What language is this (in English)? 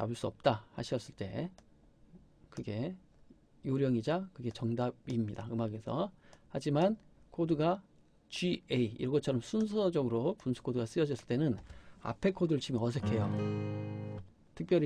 Korean